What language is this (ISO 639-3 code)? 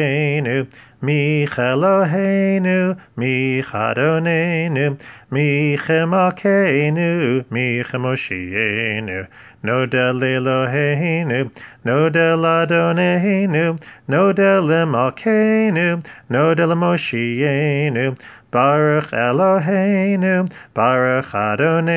heb